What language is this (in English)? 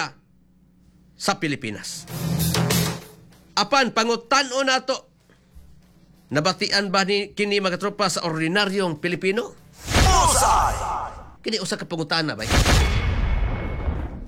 Cebuano